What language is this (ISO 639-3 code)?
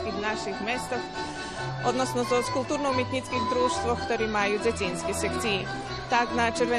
rue